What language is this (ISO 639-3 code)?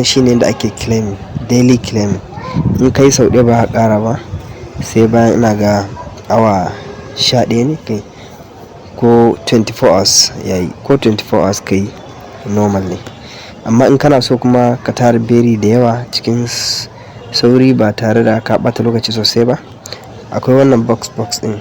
hau